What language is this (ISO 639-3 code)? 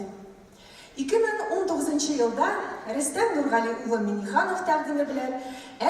tat